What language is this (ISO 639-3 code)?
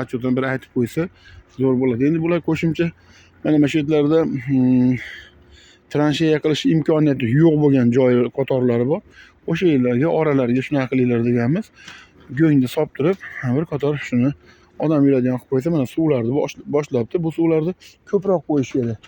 uzb